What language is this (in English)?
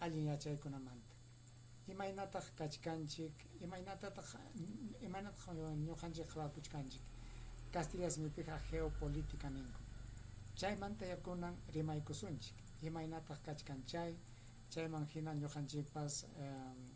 Ayacucho Quechua